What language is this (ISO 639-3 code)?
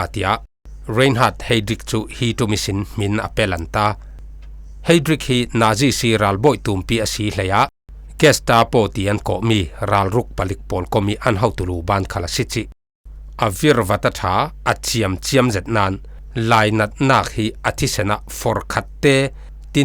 cfm